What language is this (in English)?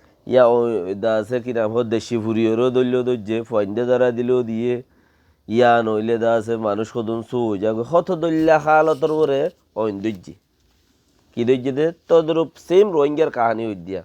Rohingya